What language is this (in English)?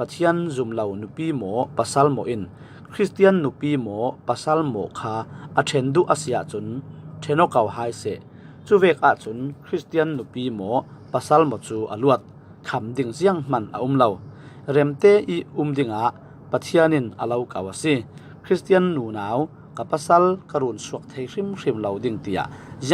Falam Chin